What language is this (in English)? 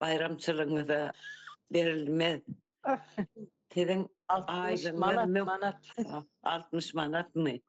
Turkmen